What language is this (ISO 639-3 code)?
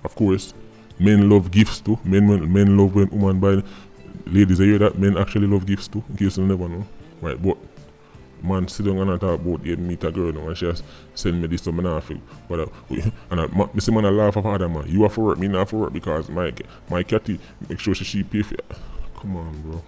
jam